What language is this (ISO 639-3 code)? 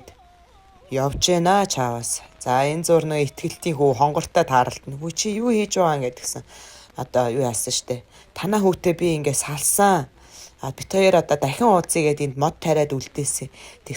mon